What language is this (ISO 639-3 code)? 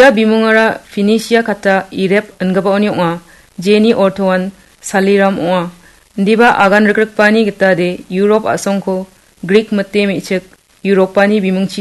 grt